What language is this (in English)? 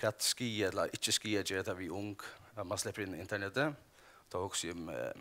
Faroese